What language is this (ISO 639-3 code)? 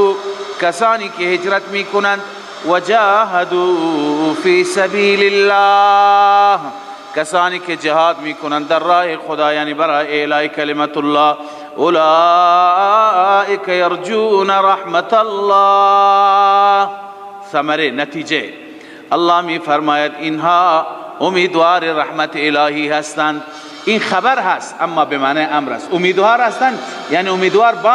fas